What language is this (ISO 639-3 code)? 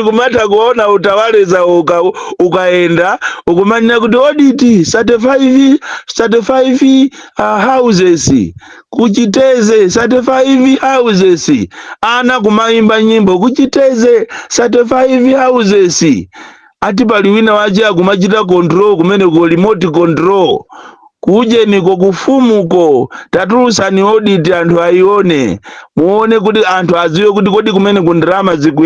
nya